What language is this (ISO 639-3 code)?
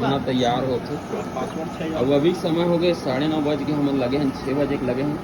hne